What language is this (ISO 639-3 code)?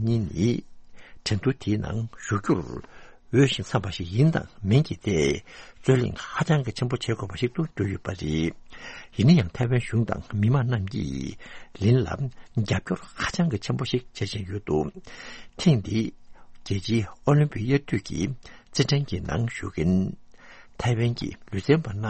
bod